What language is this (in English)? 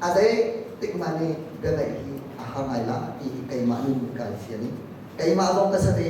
Hakha Chin